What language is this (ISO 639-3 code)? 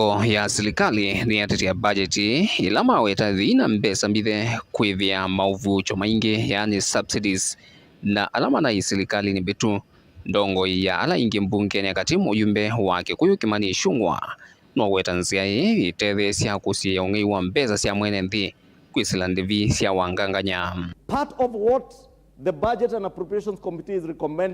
kam